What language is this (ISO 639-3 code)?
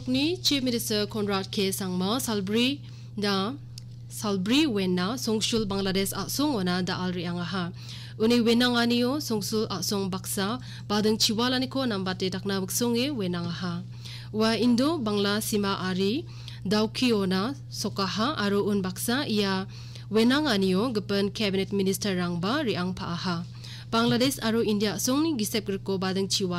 grt